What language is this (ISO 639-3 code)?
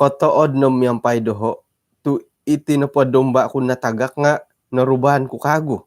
dtp